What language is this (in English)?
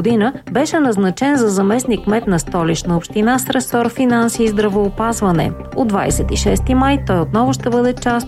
Bulgarian